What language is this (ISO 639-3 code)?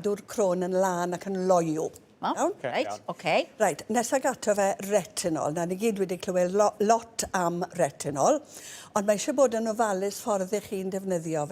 cym